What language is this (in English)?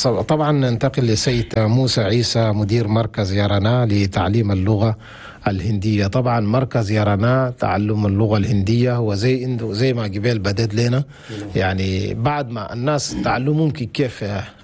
Chadian Arabic